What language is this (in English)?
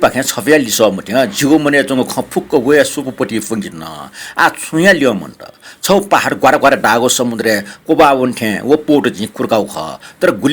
Newari